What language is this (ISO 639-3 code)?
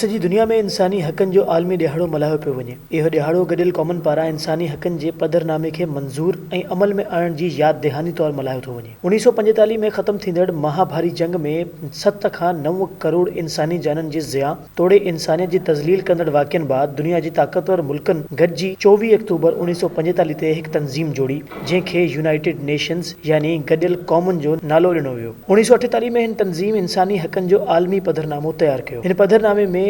snd